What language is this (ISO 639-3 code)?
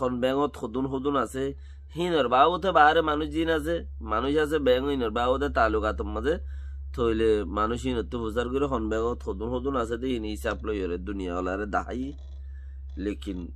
rhg